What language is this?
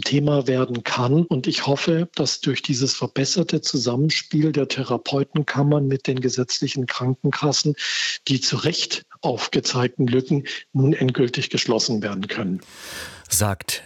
German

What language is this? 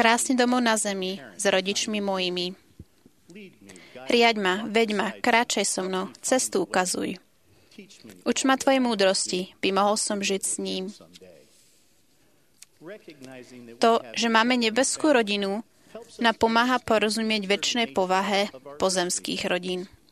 Slovak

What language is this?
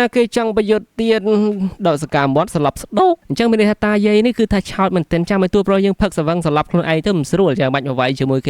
Khmer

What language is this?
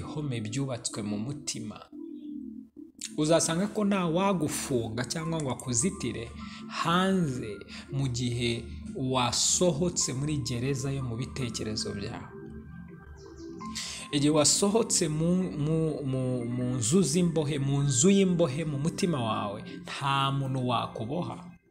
Kinyarwanda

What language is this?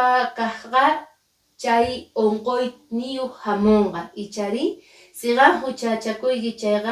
Quechua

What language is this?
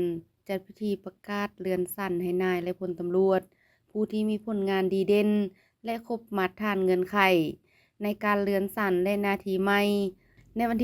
Lao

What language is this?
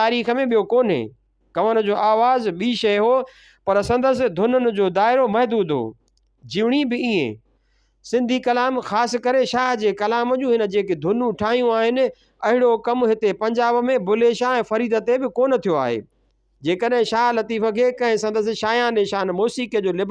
Sindhi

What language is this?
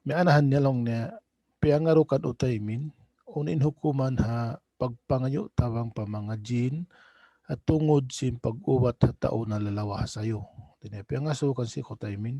Tausug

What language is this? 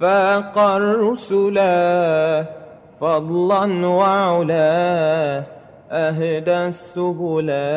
Madurese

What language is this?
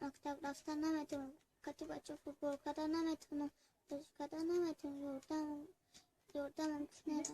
Tajik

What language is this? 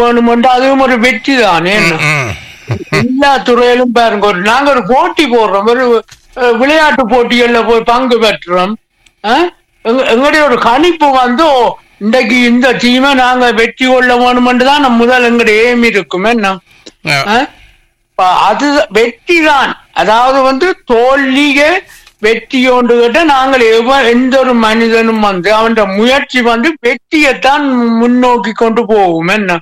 Tamil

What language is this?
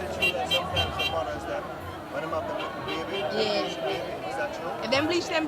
Jamaican Creole English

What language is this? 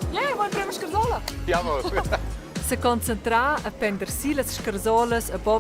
Romansh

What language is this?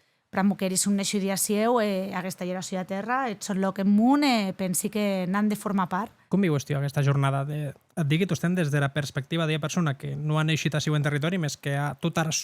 Occitan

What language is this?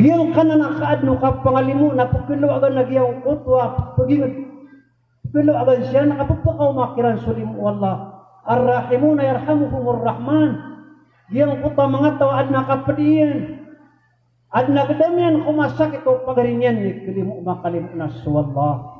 Maranao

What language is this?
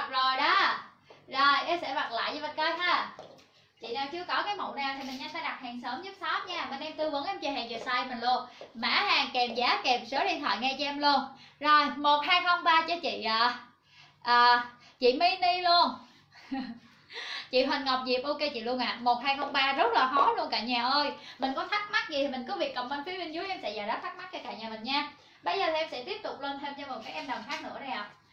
Vietnamese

